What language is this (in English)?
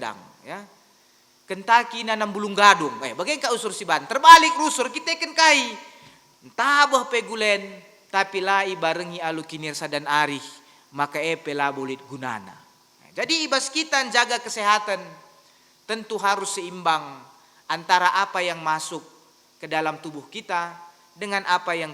Batak Karo